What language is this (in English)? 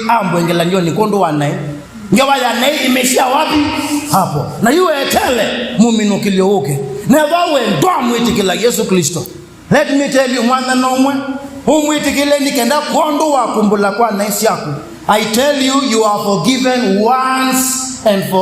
Kamba